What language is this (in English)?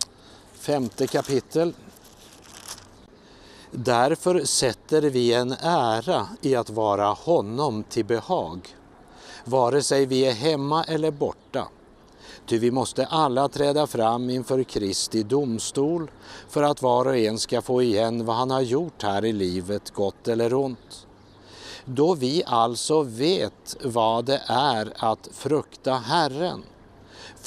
Swedish